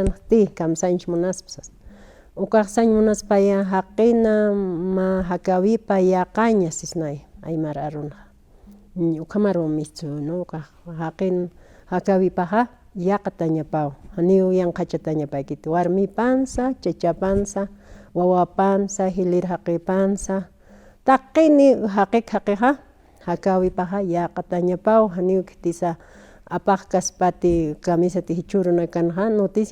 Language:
Aymara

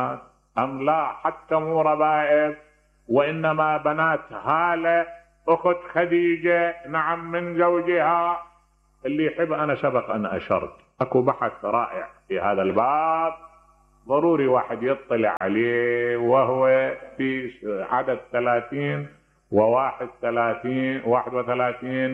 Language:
Mesopotamian Arabic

